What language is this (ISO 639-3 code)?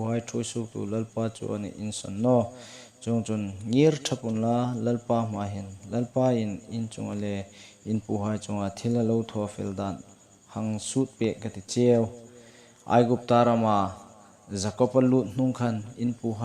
hmr